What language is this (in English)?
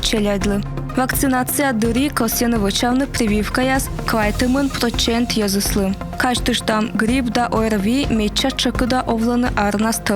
Komi